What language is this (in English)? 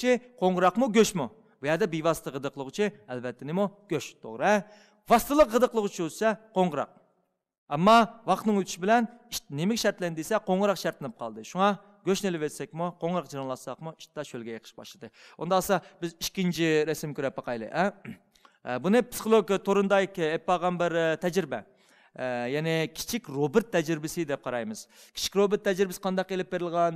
Uyghur